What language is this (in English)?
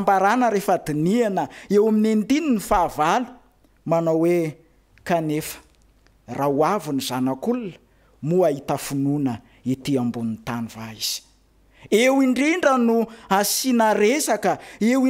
Malagasy